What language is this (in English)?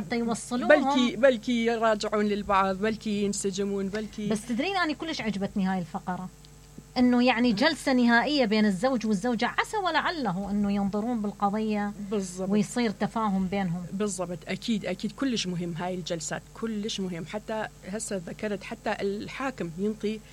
Mesopotamian Arabic